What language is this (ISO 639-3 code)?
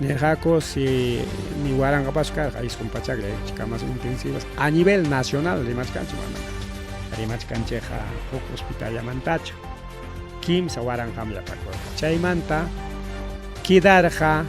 quy